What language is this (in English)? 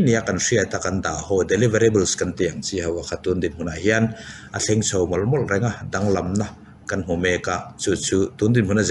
Mizo